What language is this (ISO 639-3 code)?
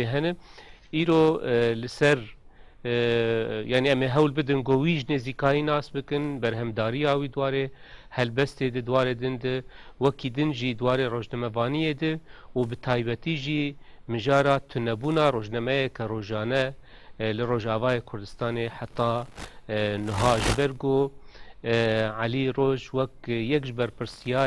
kur